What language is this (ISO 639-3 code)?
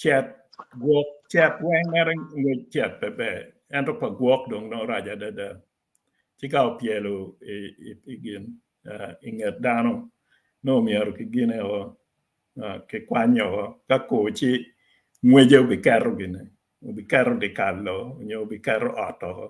ach